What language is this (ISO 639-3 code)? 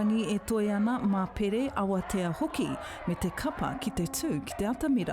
mri